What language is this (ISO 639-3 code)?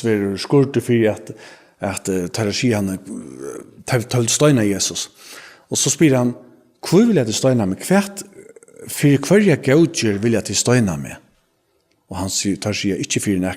fao